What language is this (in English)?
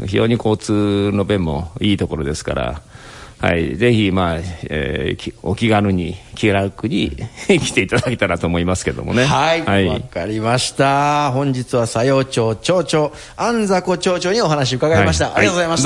Japanese